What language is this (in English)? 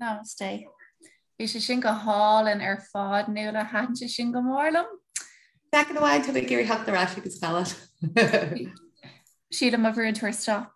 Irish